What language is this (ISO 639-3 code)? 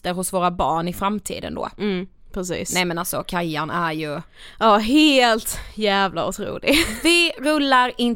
swe